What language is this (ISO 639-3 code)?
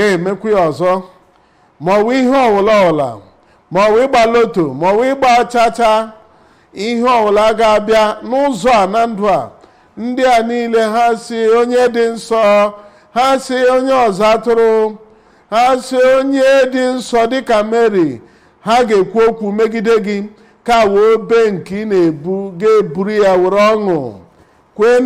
ibo